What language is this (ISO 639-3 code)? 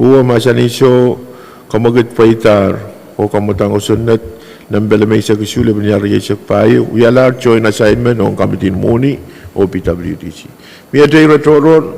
pon